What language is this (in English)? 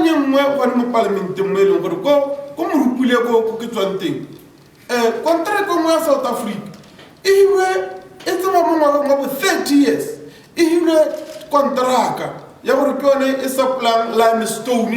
Tswana